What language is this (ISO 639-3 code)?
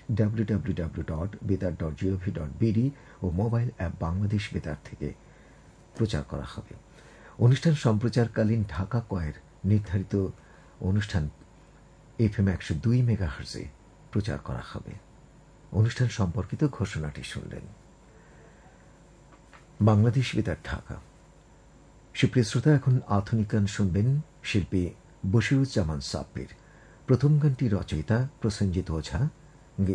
ben